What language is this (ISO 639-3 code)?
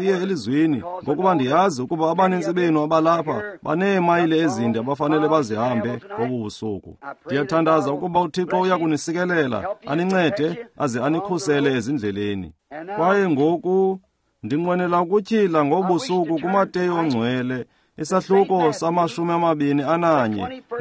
xho